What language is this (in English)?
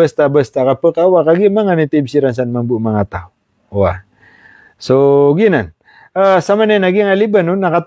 Maranao